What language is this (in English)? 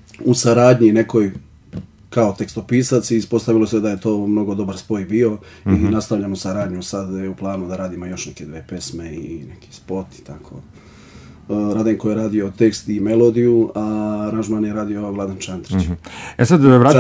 Serbian